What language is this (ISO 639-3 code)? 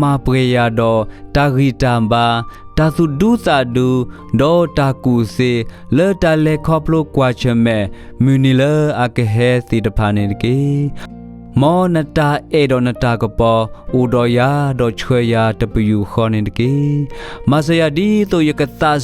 ksw